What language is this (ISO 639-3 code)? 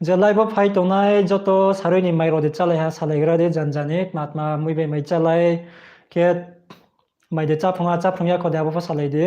ria